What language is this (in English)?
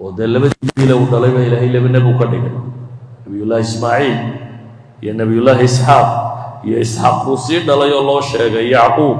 Somali